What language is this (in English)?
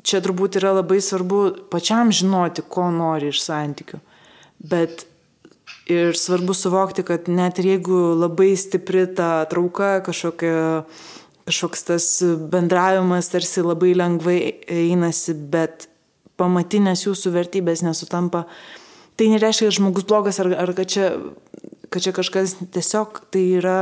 Lithuanian